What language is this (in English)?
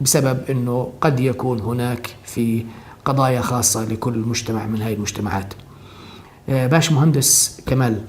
North Levantine Arabic